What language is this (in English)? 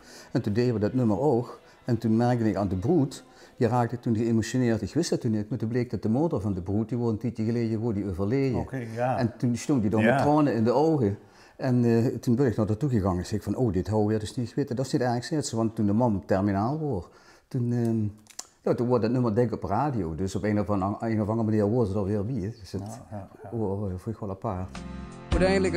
Limburgish